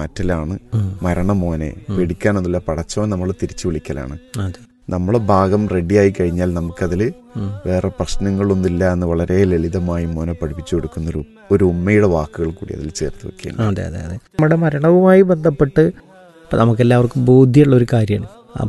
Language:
Malayalam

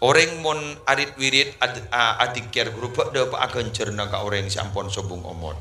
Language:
Madurese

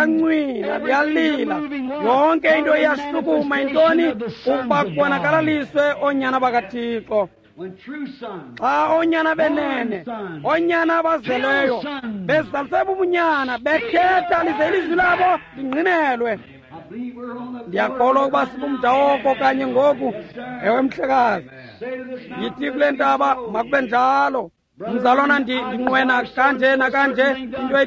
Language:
Xhosa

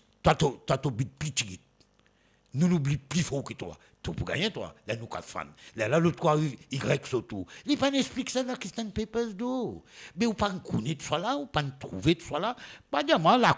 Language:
Morisyen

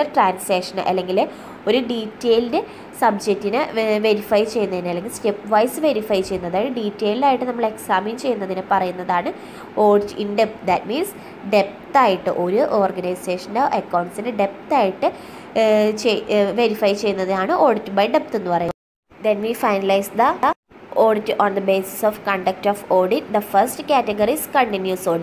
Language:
Malayalam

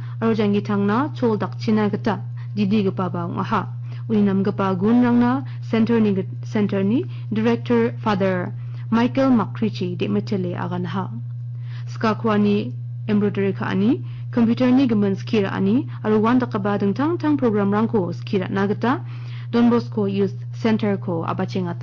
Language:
Garo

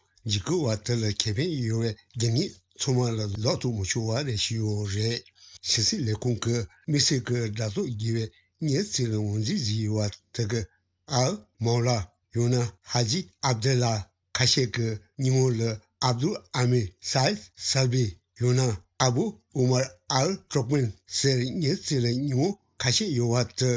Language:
Tibetan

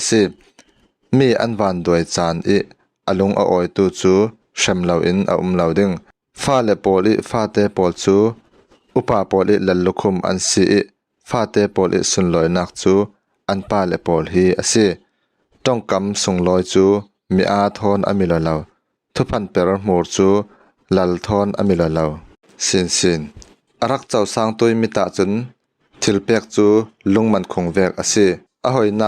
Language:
Falam Chin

